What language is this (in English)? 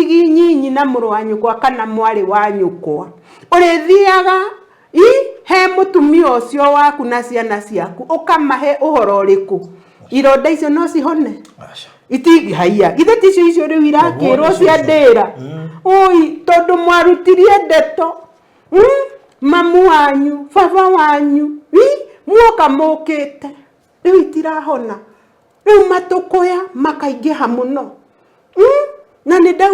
Kikuyu